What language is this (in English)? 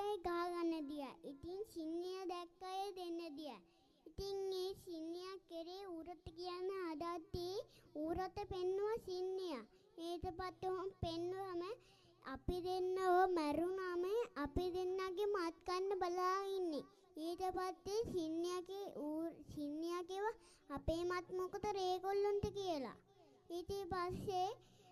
Sinhala